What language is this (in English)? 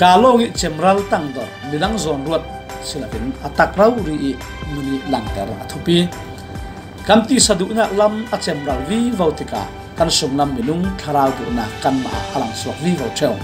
Falam Chin